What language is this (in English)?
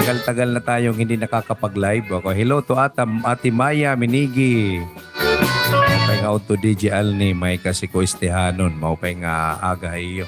Waray